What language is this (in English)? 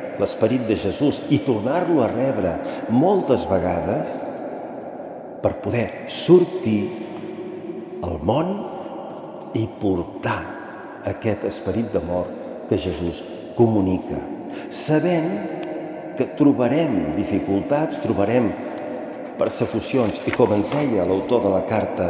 Catalan